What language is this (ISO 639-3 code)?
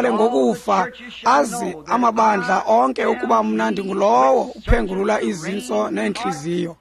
xho